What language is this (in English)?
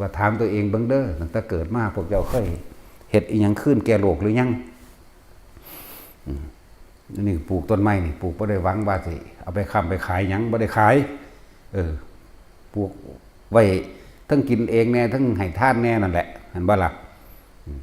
Northeastern Thai